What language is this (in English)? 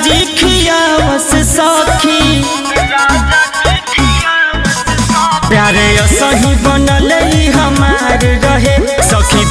Bhojpuri